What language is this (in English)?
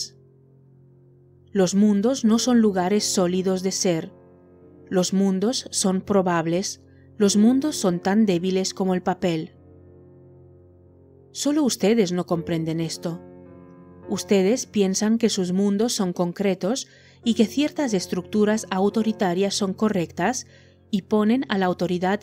Spanish